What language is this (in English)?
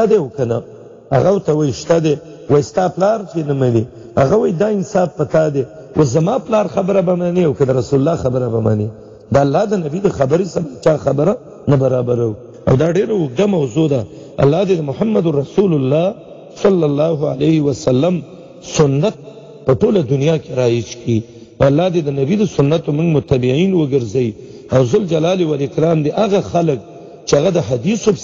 Pashto